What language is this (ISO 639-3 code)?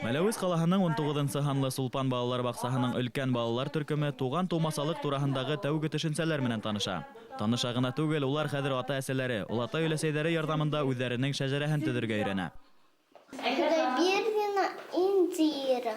bak